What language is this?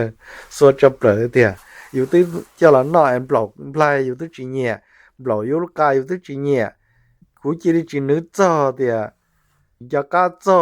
Hmong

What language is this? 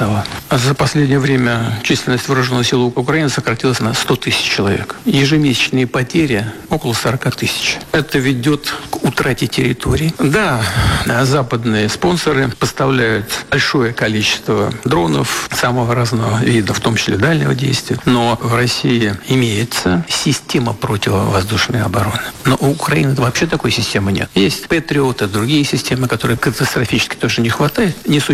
Russian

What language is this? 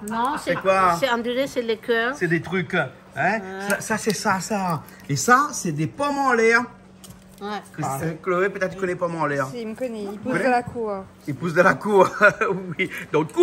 Réunion Creole French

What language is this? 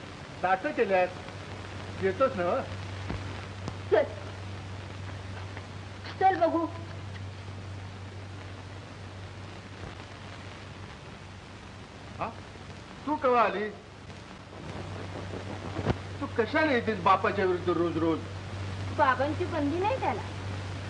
Marathi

